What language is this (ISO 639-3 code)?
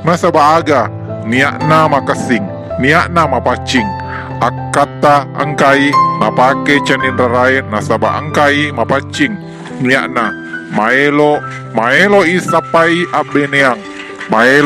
bug